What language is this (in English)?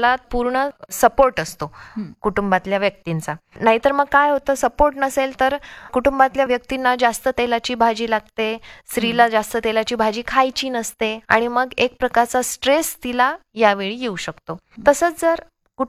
Marathi